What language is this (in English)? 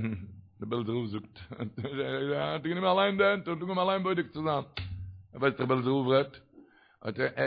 Yiddish